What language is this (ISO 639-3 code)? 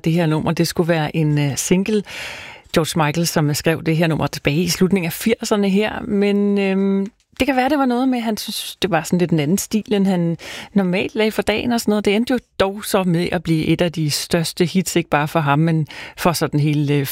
dan